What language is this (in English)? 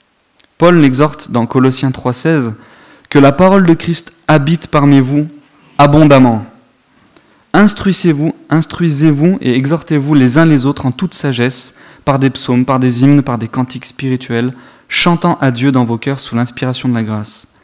French